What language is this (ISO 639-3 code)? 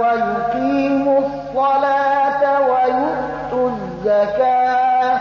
fas